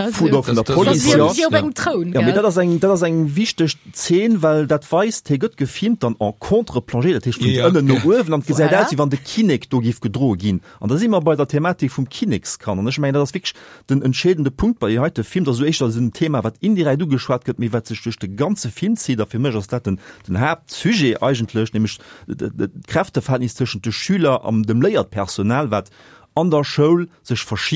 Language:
Luxembourgish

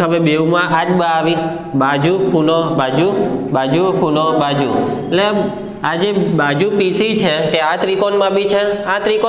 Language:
Gujarati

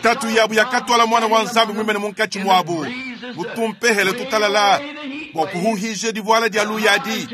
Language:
Luba-Lulua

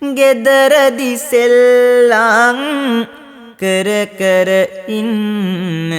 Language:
Sinhala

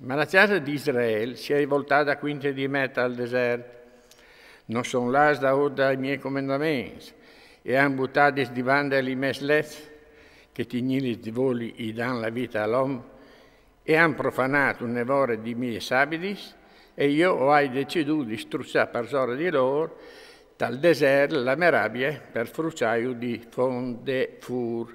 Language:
Friulian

